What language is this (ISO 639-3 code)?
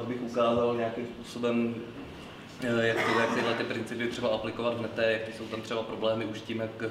ces